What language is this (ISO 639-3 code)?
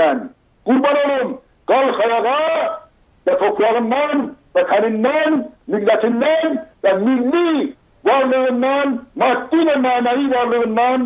azb